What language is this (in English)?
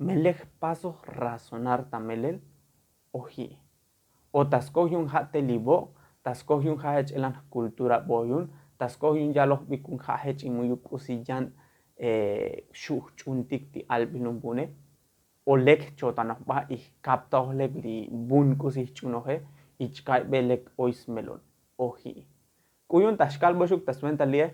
Tzotzil